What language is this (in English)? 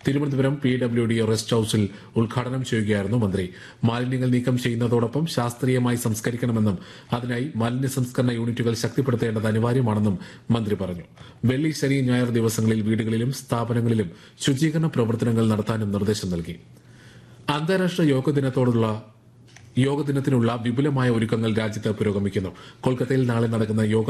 Malayalam